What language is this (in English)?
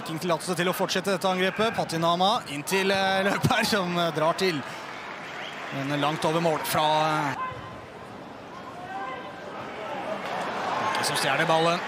Norwegian